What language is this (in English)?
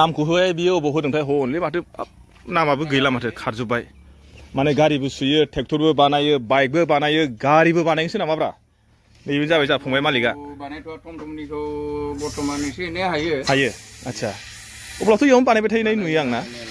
Bodo